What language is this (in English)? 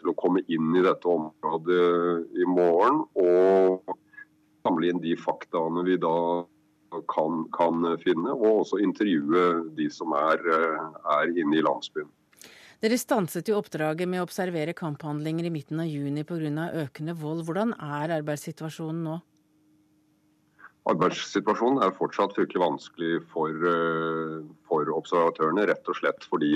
Norwegian